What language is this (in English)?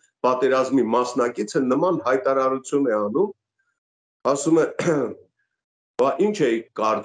Armenian